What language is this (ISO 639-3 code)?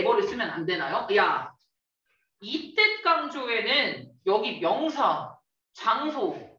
kor